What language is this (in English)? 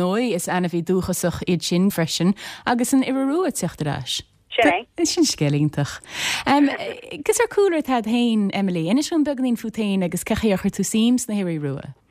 Irish